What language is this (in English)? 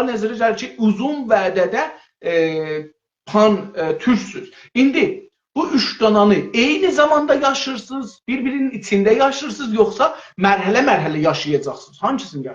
South Azerbaijani